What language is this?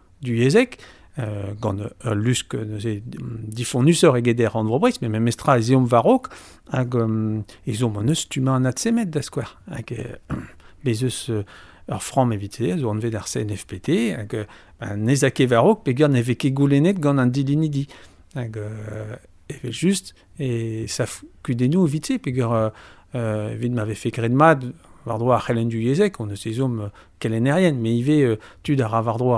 Breton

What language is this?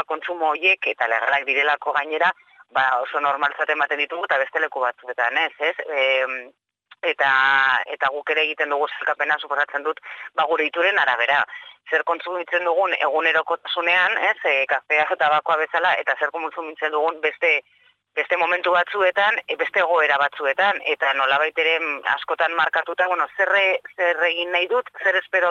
Basque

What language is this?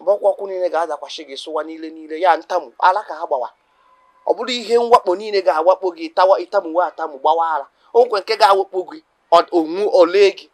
Igbo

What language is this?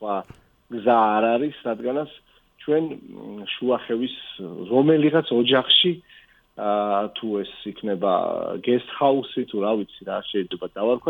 Georgian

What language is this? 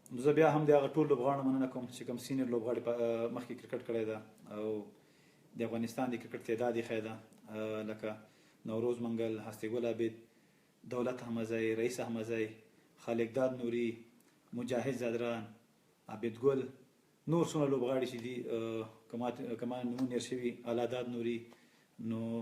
Pashto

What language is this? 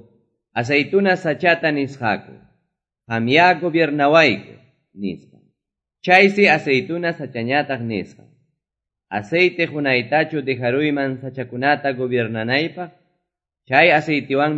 Quechua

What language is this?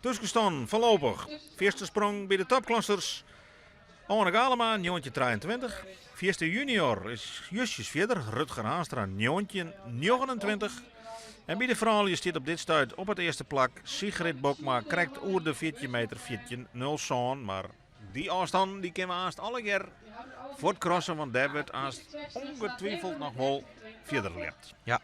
Western Frisian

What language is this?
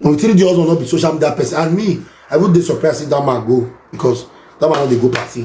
Nigerian Pidgin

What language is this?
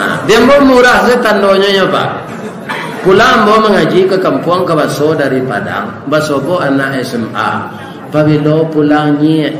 Minangkabau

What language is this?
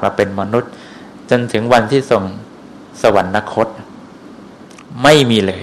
Thai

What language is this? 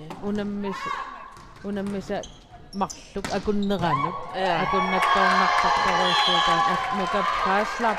Kalaallisut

